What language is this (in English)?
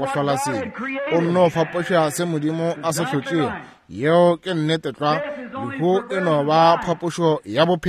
Northern Sotho